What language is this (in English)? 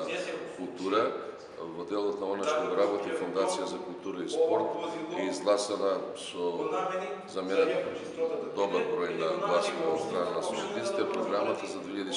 Macedonian